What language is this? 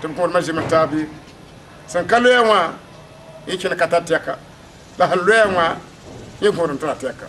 Mossi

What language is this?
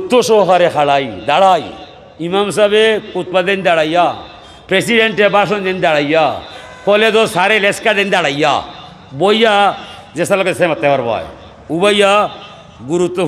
Sylheti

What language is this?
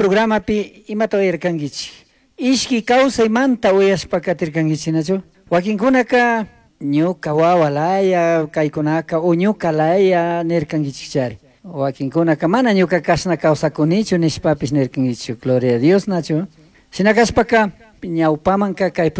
Chimborazo Highland Quichua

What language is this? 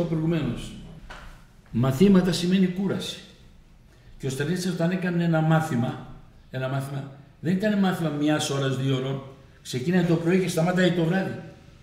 Greek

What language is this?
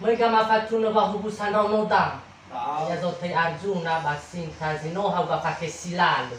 Nias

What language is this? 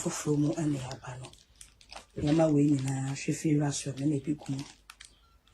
Akan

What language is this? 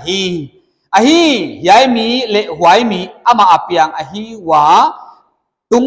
Paite Chin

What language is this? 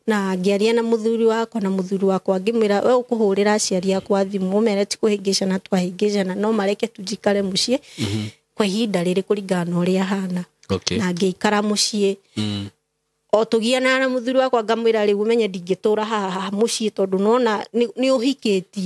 Kikuyu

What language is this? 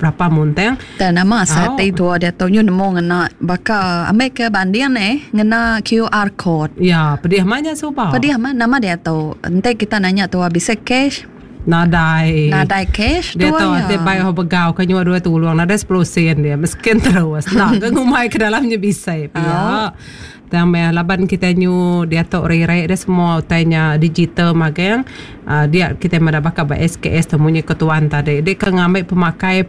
Iban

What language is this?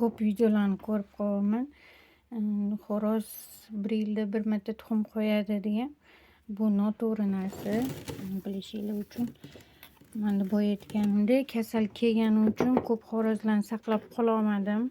Uzbek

